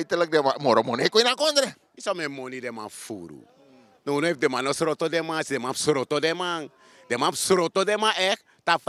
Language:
Sranan Tongo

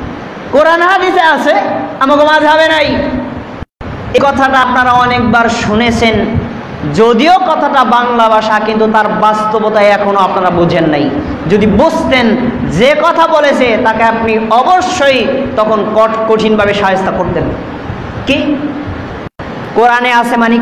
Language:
Bangla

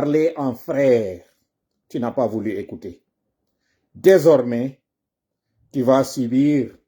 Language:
Pular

